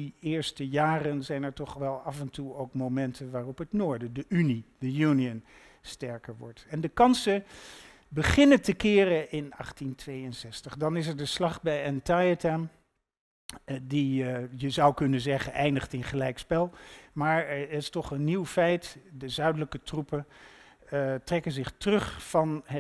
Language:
Dutch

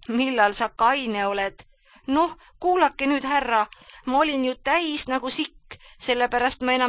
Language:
Estonian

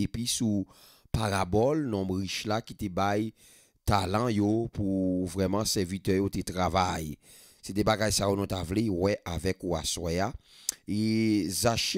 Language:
French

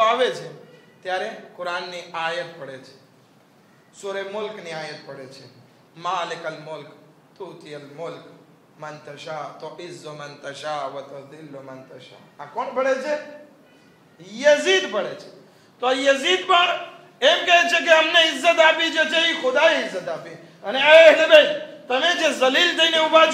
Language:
Gujarati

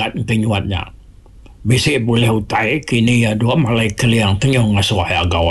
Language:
Iban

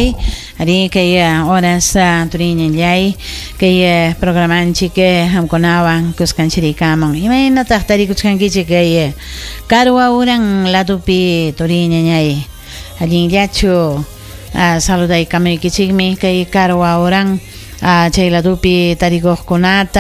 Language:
Ayacucho Quechua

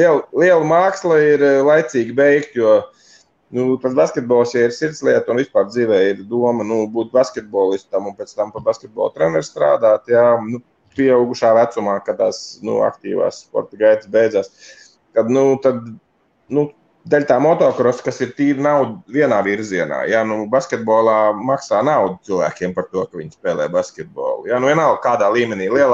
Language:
Latvian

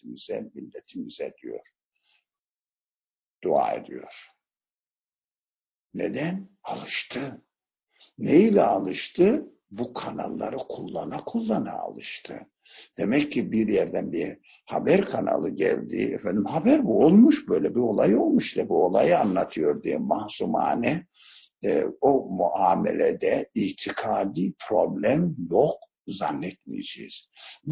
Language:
Turkish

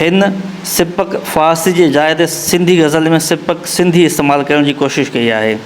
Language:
Sindhi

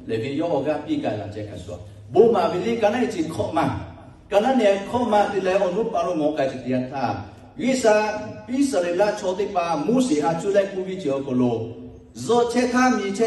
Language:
Lahu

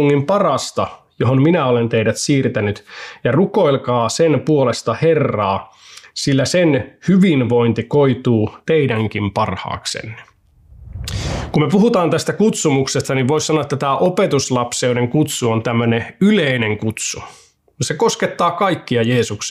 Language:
Finnish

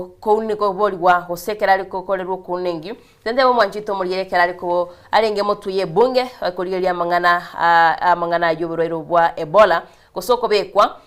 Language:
Gusii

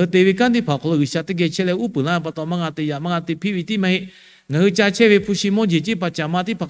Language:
Lahu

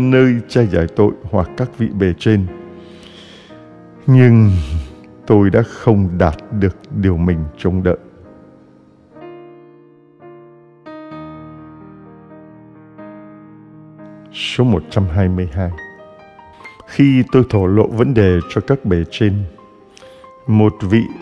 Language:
Vietnamese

